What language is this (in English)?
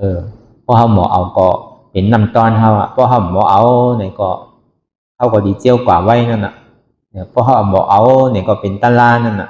Shan